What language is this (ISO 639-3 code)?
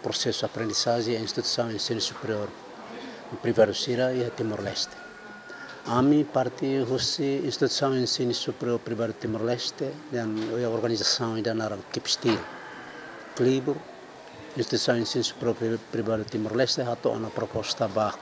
tet